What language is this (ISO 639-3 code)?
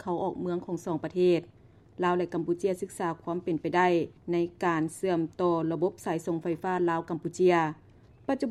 lao